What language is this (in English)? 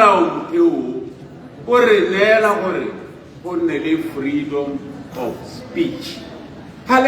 Tswana